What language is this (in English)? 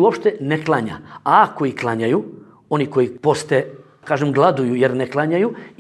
Bosnian